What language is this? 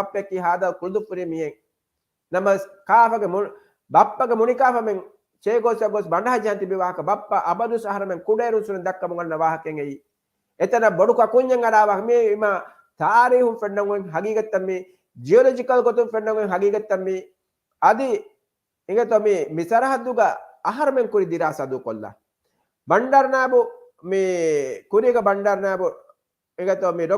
Divehi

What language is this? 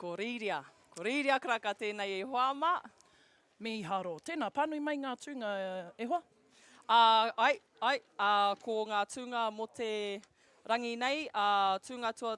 Māori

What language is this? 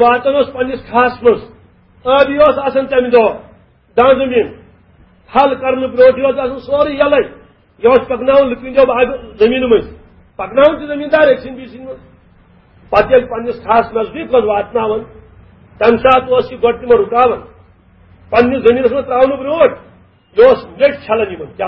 Kashmiri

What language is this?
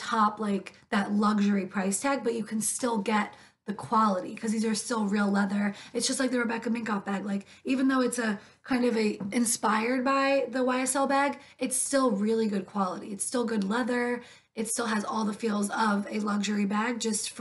English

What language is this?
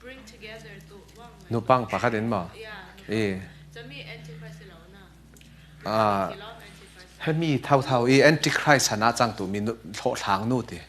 Falam Chin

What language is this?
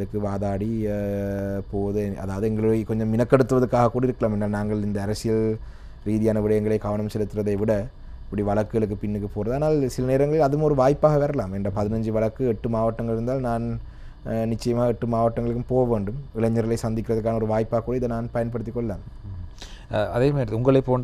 Tamil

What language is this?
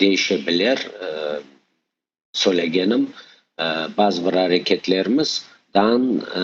Crimean Tatar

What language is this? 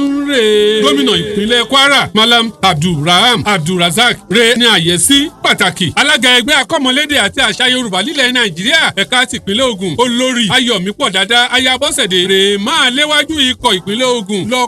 Yoruba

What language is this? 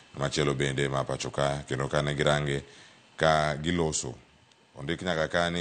Luo (Kenya and Tanzania)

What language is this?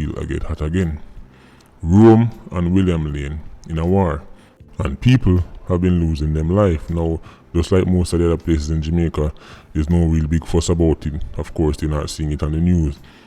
Jamaican Creole English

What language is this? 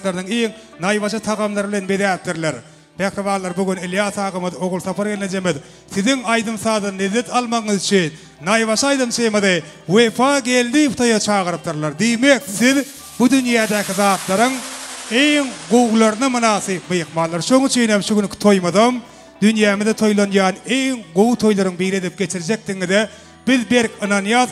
Turkmen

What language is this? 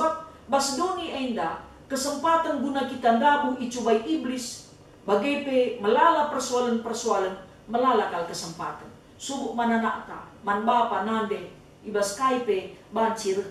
Batak Karo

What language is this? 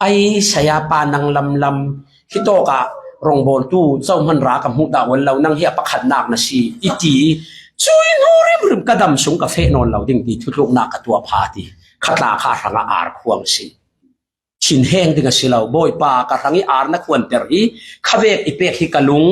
Falam Chin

